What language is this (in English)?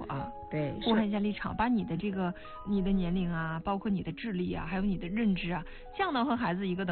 Chinese